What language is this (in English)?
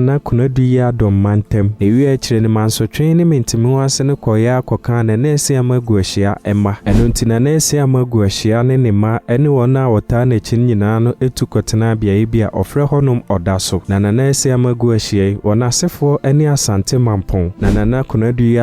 Akan